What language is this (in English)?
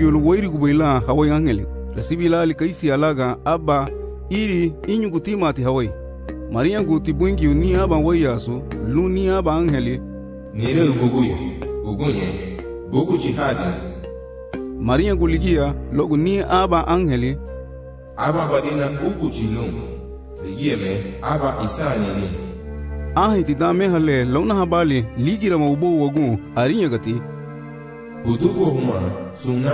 Garifuna